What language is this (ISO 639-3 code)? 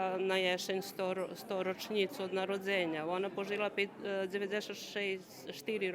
rue